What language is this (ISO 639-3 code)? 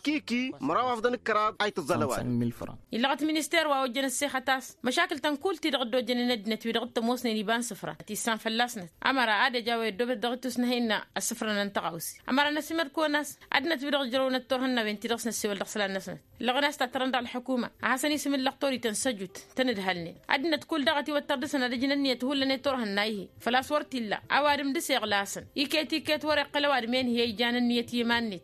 taq